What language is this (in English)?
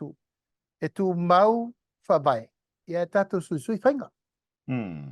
Samoan